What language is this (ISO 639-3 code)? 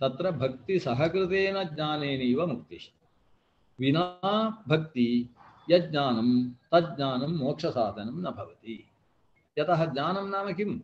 san